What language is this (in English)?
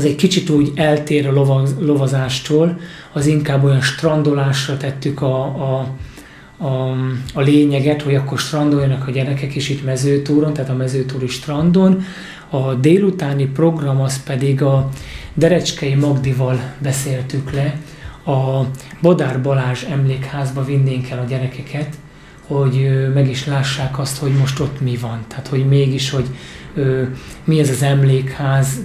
Hungarian